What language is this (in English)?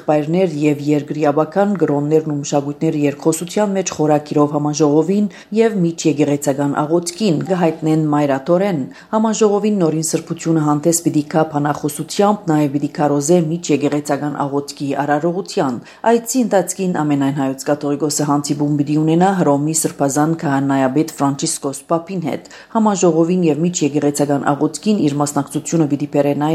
Armenian